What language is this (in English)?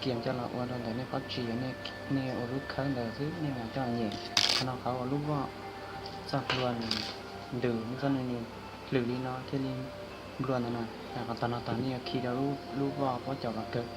Hmong